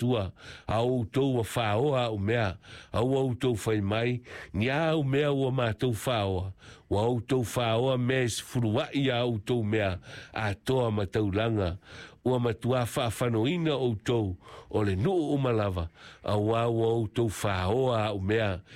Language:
Samoan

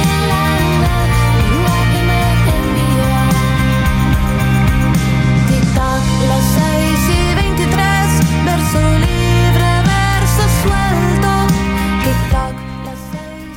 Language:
Basque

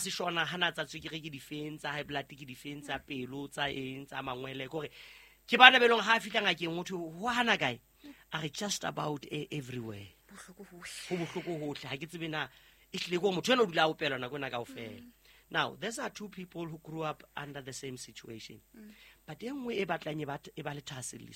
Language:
Southern Sotho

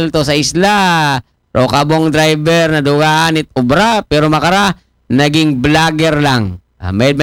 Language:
Aklanon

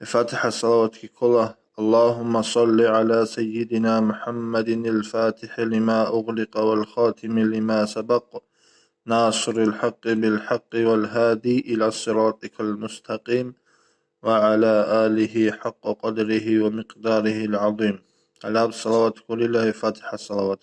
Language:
Avaric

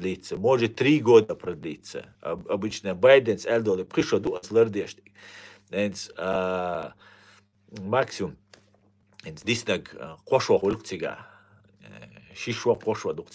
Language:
Chechen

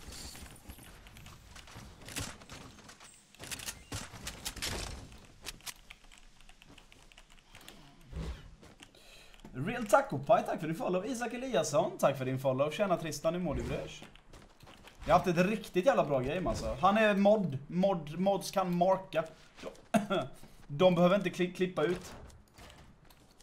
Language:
Swedish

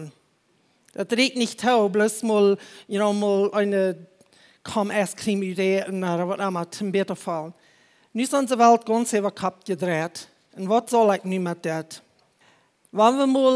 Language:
Plautdietsch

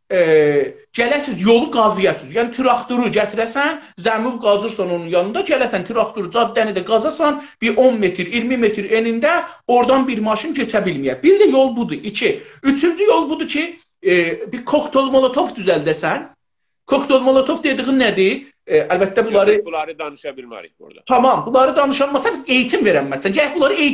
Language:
South Azerbaijani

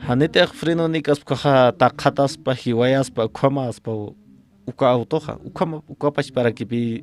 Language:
Aymara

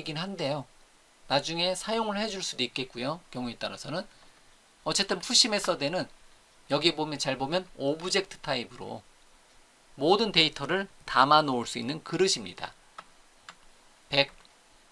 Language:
Korean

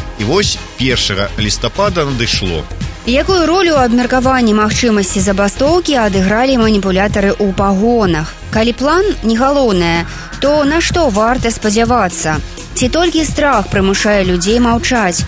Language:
Belarusian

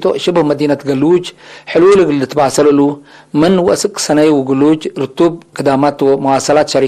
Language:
Tigre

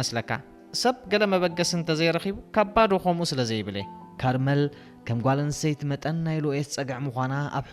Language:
Tigrinya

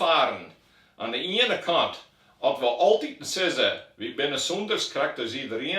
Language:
Western Frisian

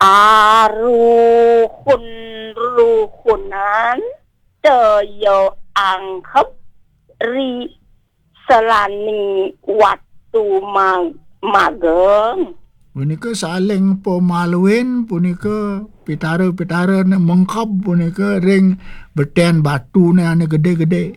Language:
Balinese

